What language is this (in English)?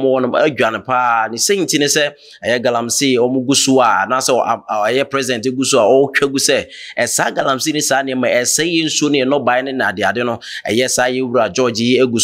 Akan